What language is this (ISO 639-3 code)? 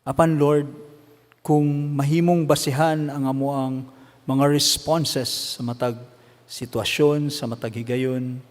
ceb